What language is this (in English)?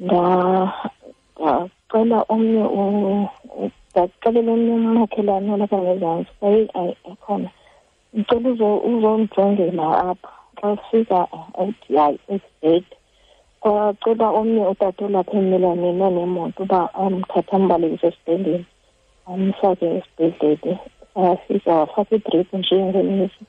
Xhosa